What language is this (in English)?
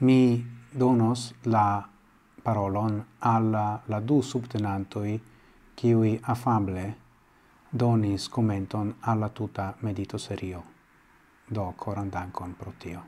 Esperanto